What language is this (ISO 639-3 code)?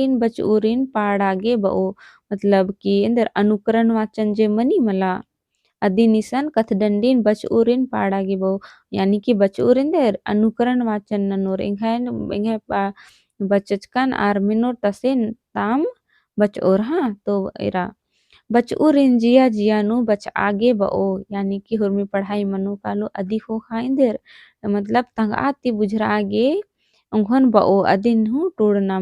kru